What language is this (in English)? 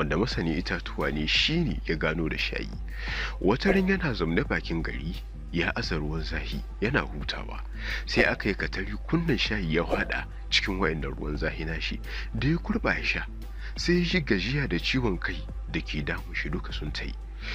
Hausa